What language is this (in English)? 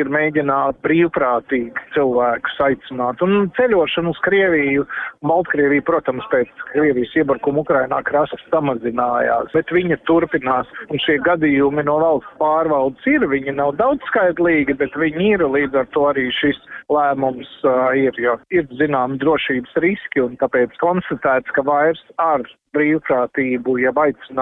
Latvian